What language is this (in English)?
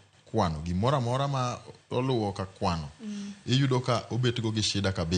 Luo (Kenya and Tanzania)